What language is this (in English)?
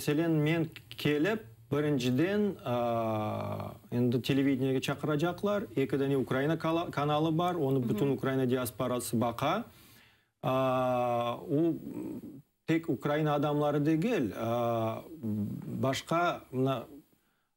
Crimean Tatar